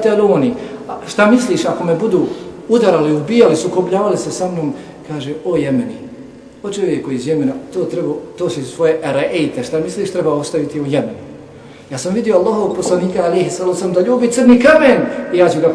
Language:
Bosnian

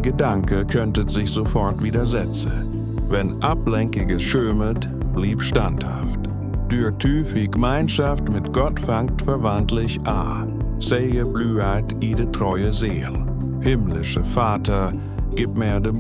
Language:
Swiss German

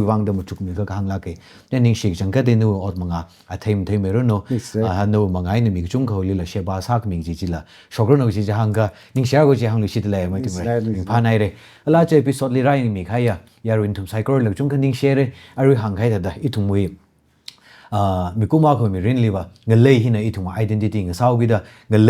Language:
Tangkhul Naga (India)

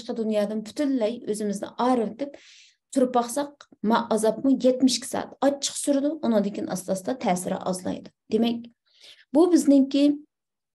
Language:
Uyghur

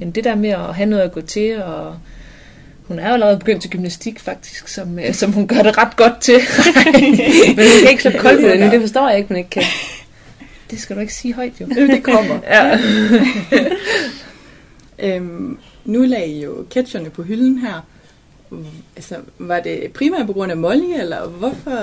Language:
Danish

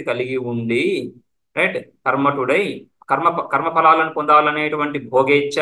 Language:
Telugu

